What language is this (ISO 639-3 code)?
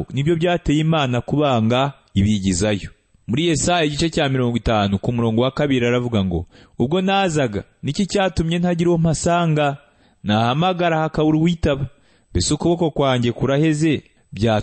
kin